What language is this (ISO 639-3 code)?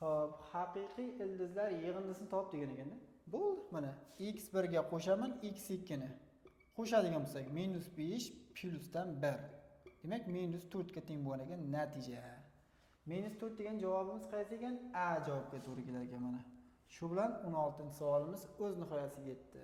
uzb